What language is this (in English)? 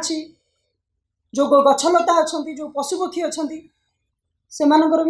Odia